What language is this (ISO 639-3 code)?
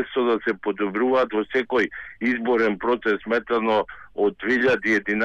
mkd